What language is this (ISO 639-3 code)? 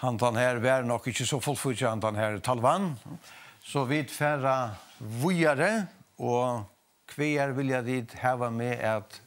fao